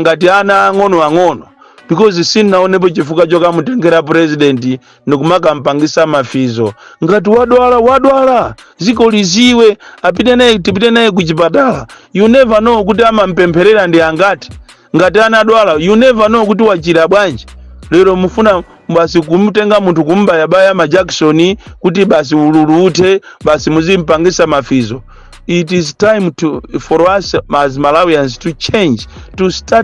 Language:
Nyanja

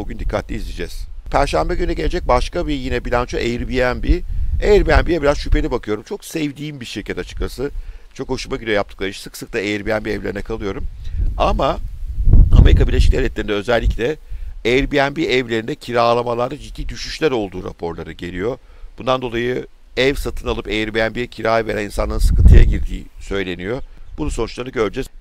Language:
Turkish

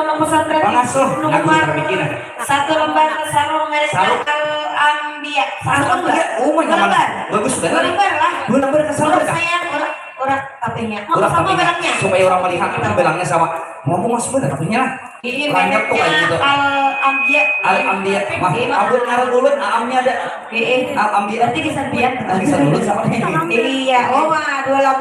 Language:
Banjar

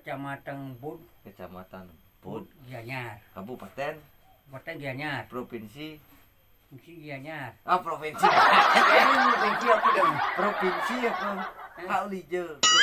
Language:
Balinese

